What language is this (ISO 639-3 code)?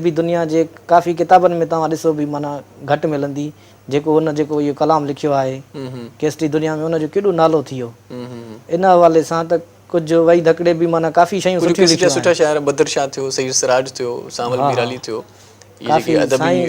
snd